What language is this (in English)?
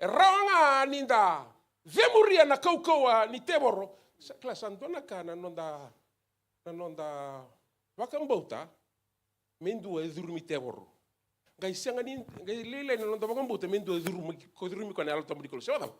Fijian